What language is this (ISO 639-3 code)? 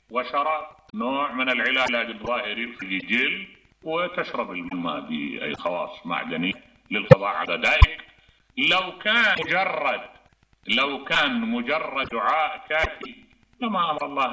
acm